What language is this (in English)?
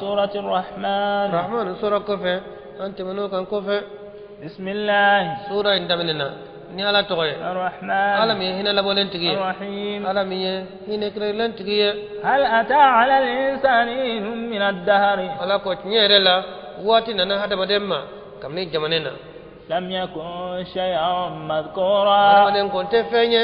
Bambara